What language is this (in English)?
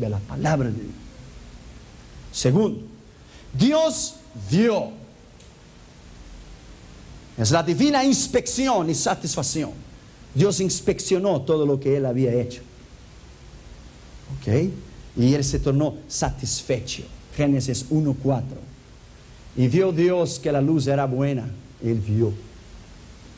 Spanish